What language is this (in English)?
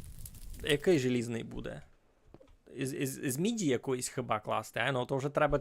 Rusyn